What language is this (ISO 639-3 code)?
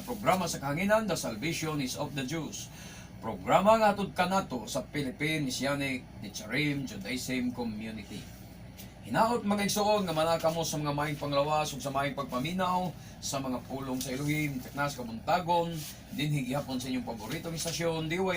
ceb